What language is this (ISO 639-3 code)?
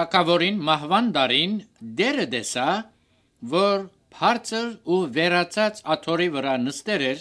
hye